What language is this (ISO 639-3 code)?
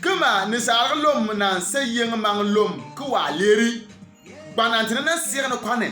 bim